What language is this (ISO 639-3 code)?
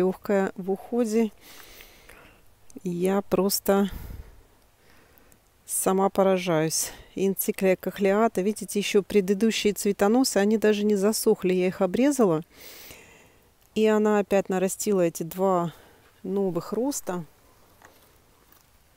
rus